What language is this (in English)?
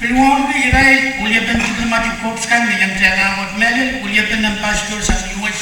Pohnpeian